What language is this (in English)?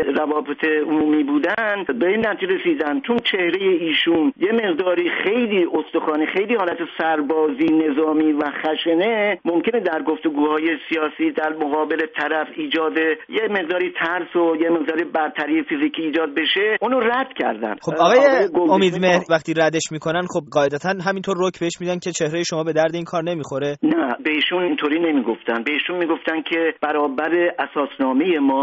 Persian